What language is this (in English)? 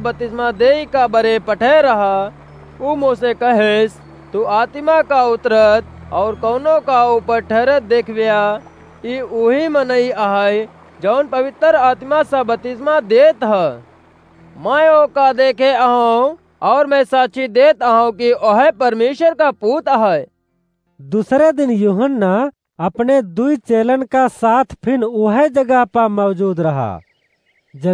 Awadhi